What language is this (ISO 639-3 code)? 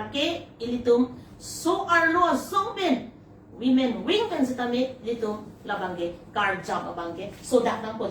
mjw